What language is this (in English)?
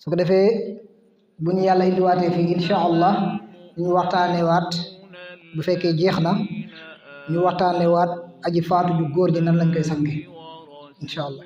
Wolof